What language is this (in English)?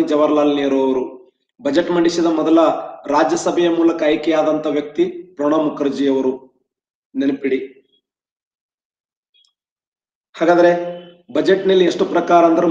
Kannada